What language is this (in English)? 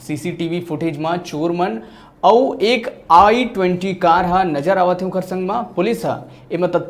Chhattisgarhi